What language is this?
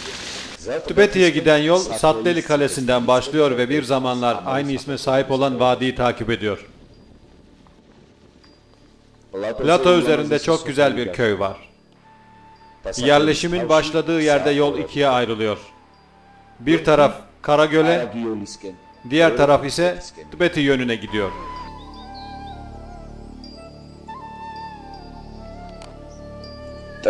Turkish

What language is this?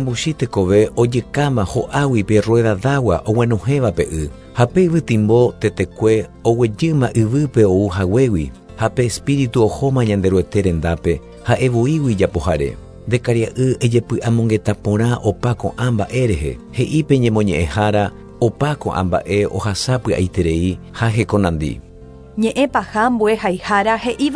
Guarani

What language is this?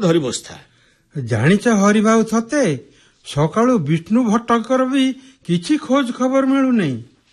Odia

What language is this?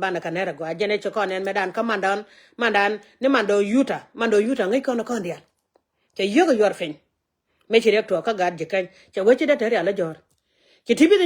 Nuer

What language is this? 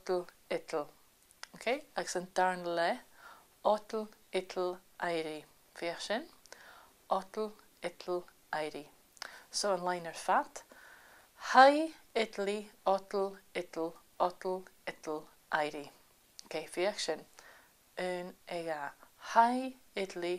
Scottish Gaelic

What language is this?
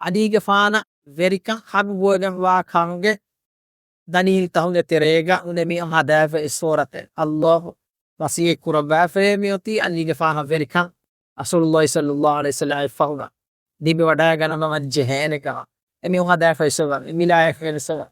Divehi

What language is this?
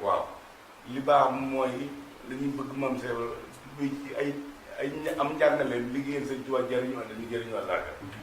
Wolof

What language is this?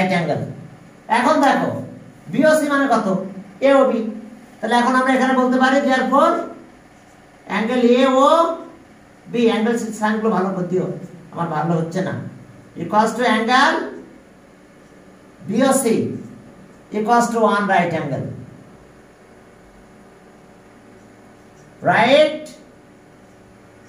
Bangla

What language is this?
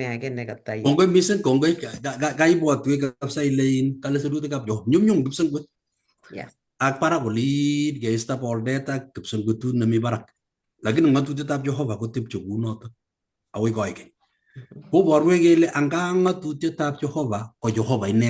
Kalenjin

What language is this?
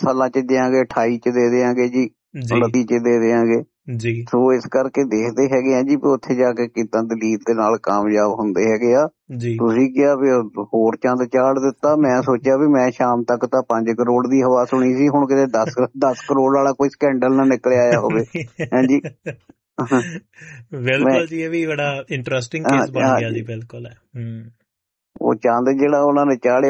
Punjabi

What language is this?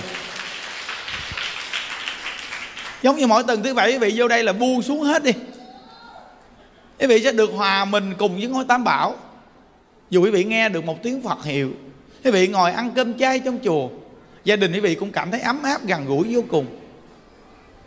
Vietnamese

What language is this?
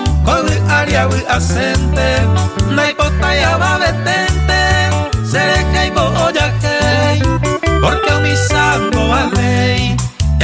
Guarani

